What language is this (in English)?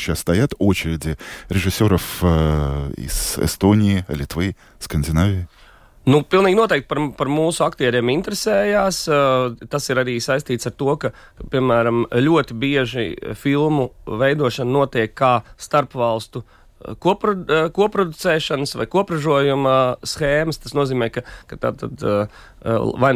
Latvian